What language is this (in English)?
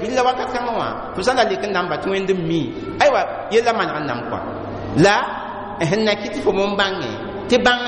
Mossi